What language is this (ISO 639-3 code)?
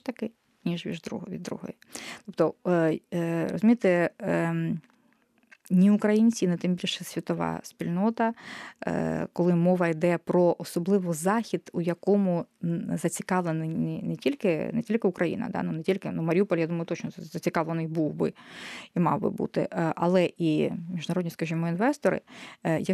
ukr